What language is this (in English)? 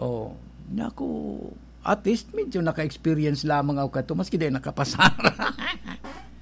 Bikol